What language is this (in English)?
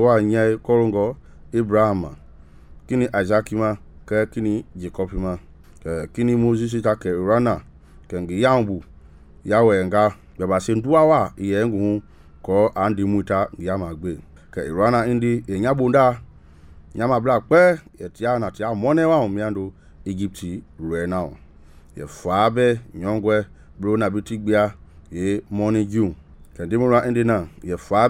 Mende